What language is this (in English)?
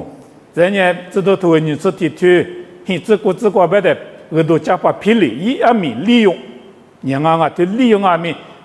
Lisu